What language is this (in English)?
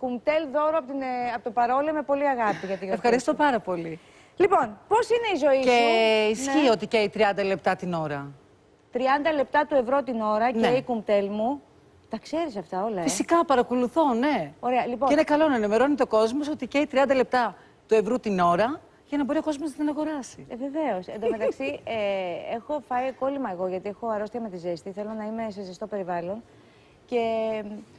Greek